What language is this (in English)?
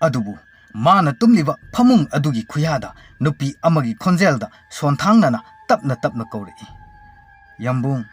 Manipuri